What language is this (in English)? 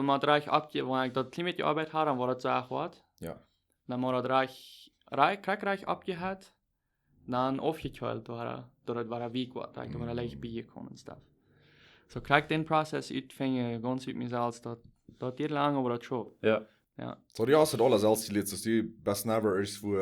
Plautdietsch